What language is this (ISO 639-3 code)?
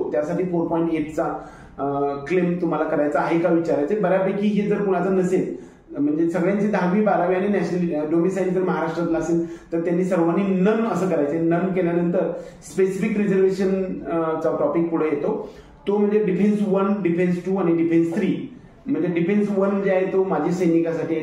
mar